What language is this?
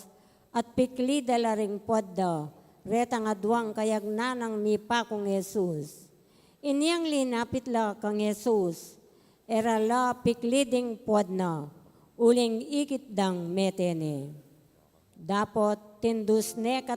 Pampanga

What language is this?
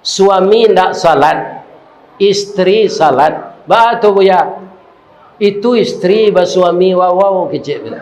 Minangkabau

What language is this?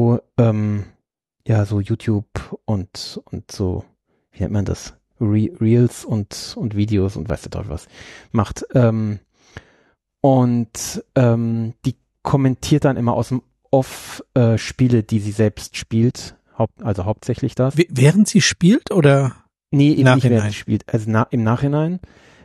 German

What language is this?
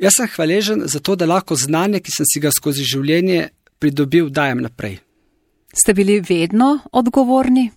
Slovenian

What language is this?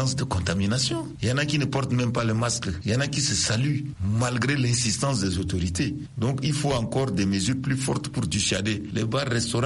French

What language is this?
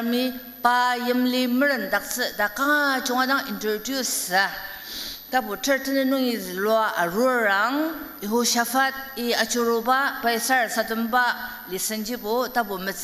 Ao Naga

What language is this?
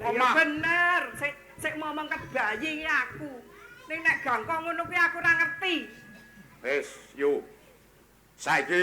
Javanese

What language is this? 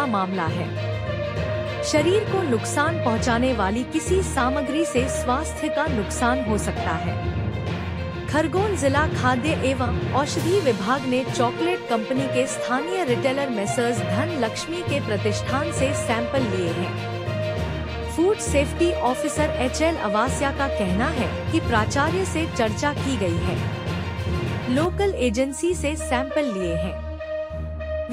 Hindi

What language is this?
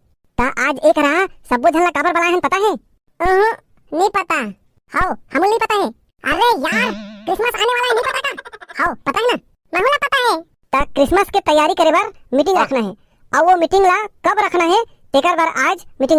Chhattisgarhi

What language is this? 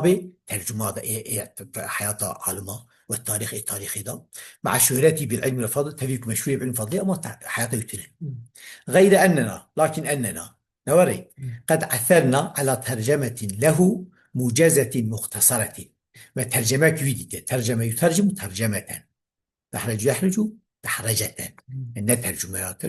Kurdish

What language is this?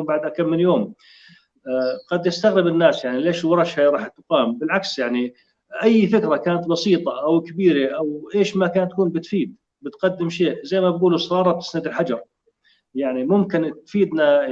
North Levantine Arabic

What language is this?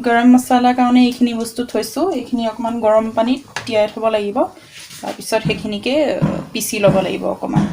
Assamese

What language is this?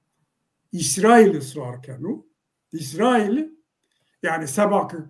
Zaza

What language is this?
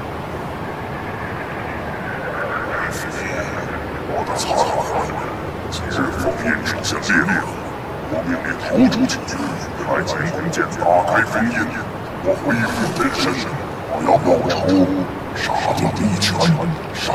Chinese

